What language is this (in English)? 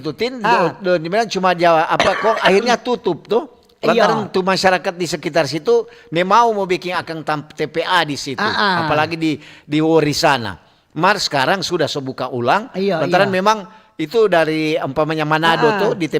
Manado Malay